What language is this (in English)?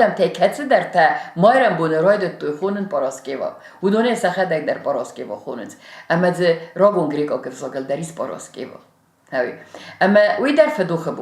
Ossetic